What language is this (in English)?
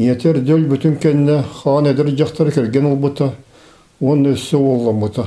Yakut